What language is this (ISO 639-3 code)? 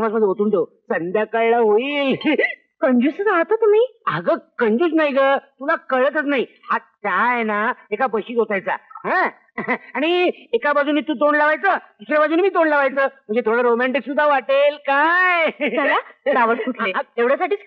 mar